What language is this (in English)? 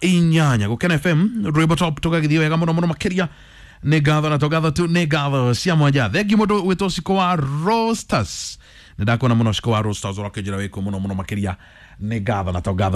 Kikuyu